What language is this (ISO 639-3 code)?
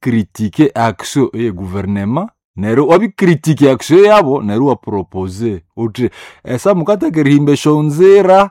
nnb